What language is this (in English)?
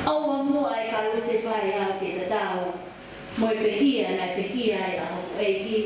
Tongan